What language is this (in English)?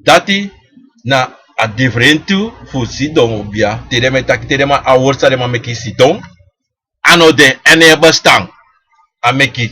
Sranan Tongo